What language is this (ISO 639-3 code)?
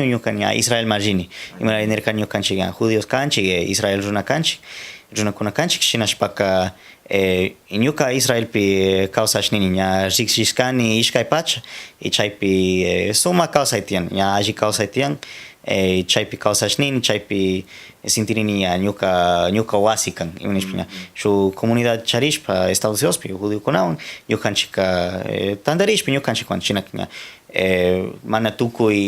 qxr